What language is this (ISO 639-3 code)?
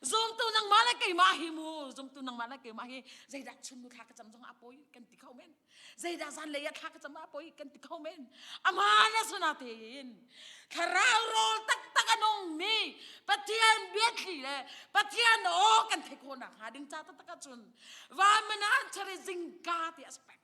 cnh